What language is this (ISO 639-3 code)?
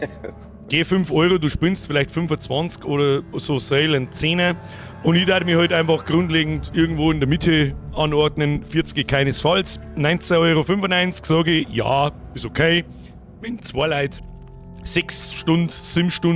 bar